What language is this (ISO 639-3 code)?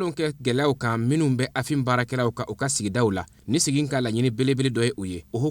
bam